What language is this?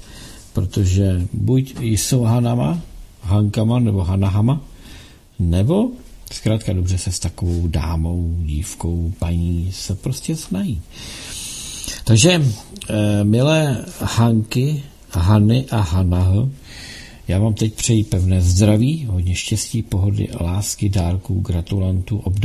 Czech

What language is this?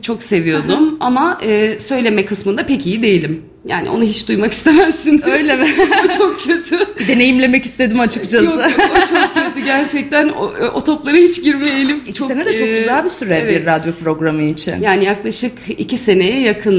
Turkish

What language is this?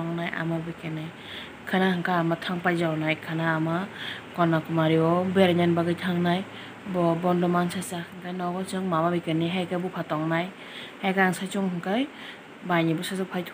Kok Borok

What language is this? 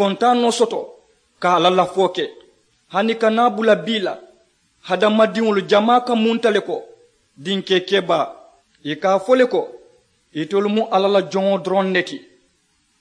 Mandingo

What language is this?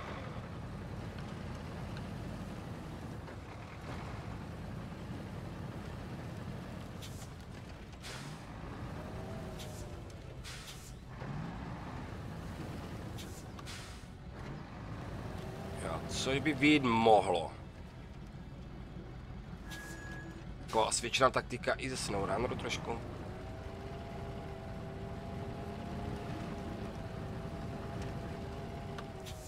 Czech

